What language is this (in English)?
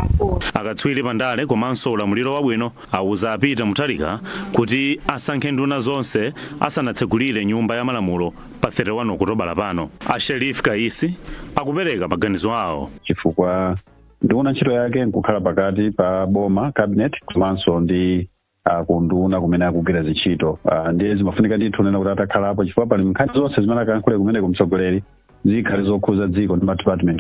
Nyanja